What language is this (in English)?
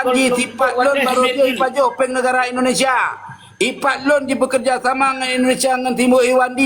Achinese